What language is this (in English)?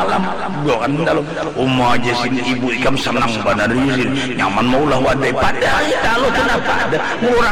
Banjar